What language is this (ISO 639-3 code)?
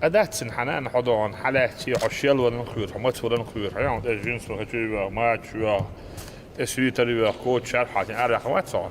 che